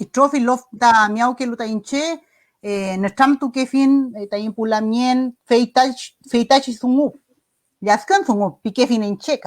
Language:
Mapuche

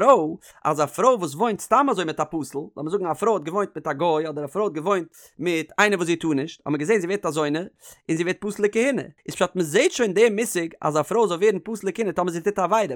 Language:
Yiddish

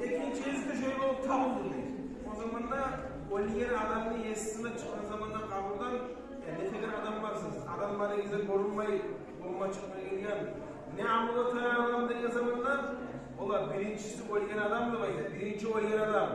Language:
Kumyk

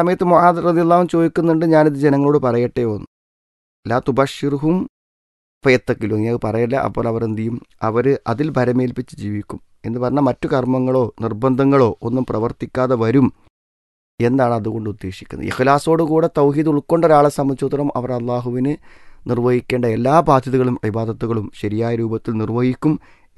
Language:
Malayalam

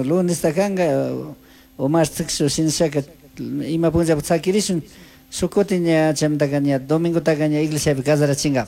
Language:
Chimborazo Highland Quichua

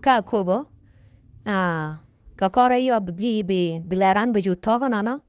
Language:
Nuer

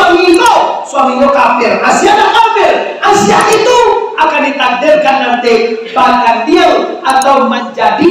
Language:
Minangkabau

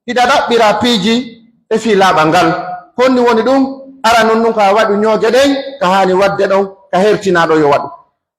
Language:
Pular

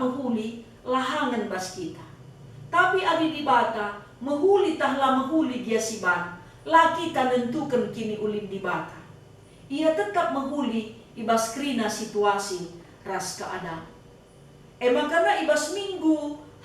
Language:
Batak Karo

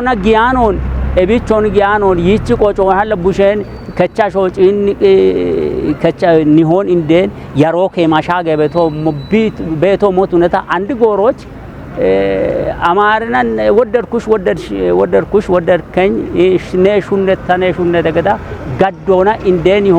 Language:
Kafa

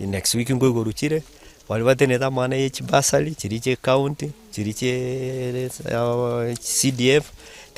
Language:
Gusii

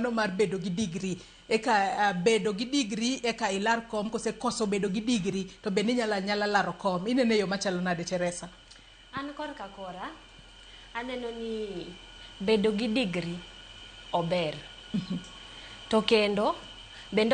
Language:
Luo (Kenya and Tanzania)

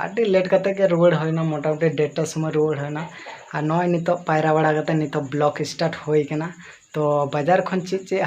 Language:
Santali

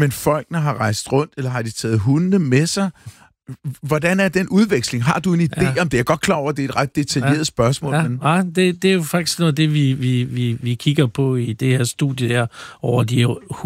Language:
Danish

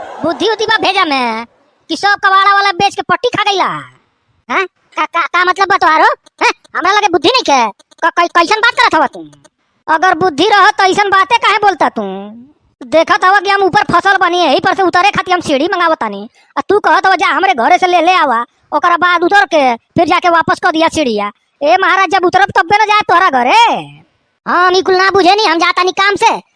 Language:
Bhojpuri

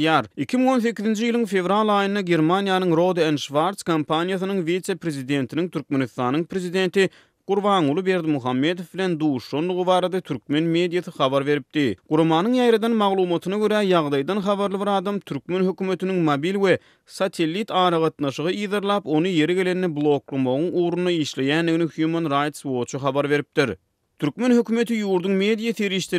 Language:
Turkmen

